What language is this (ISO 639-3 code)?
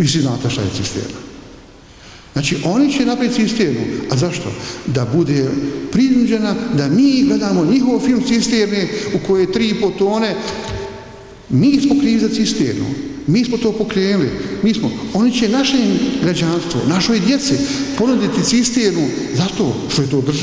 bos